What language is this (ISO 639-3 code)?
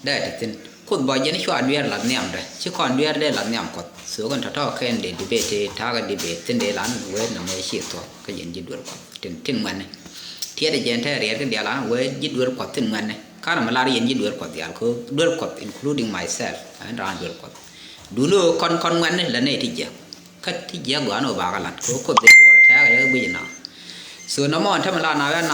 nus